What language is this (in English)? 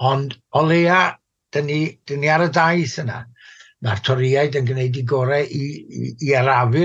Welsh